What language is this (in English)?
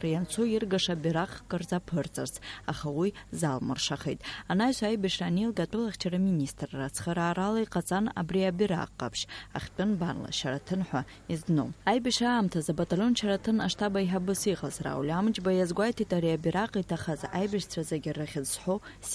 Abkhazian